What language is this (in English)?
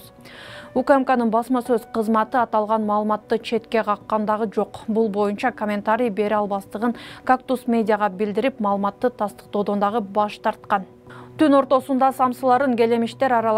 Kyrgyz